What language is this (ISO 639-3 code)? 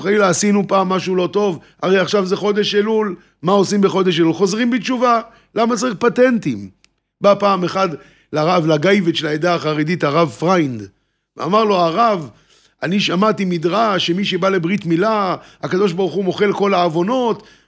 heb